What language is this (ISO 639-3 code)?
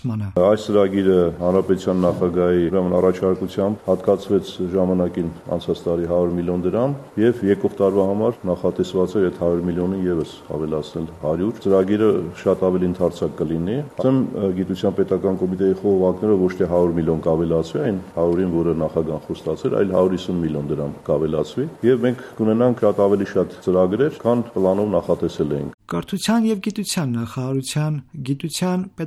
hye